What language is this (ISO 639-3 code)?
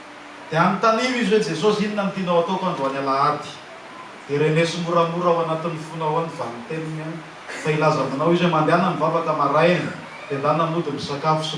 mlg